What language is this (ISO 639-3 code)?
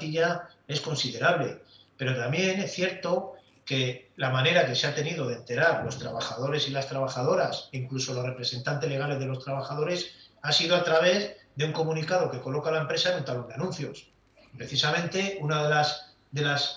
spa